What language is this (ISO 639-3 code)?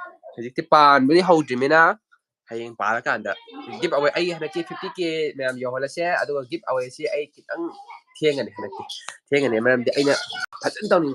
mni